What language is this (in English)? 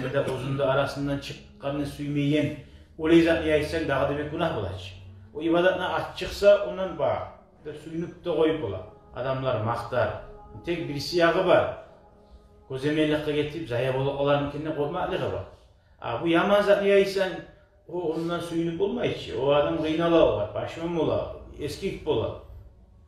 Kumyk